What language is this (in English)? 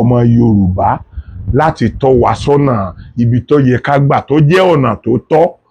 Yoruba